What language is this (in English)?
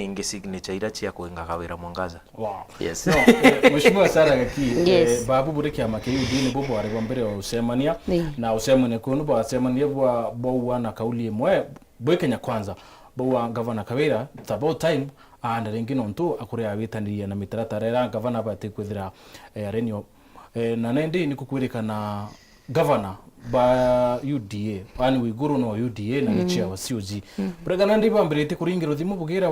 Meru